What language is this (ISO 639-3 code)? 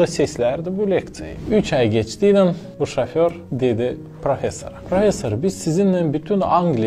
gag